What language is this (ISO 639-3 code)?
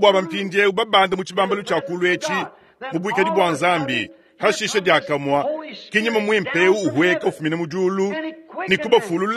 lua